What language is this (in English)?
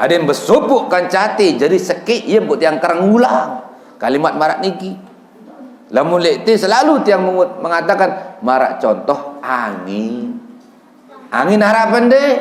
Sasak